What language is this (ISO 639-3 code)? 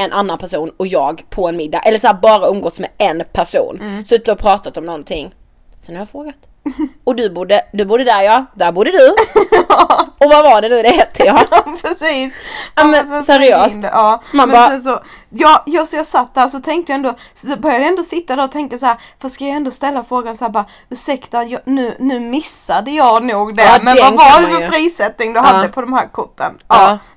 swe